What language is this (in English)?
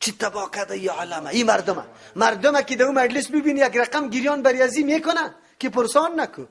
Persian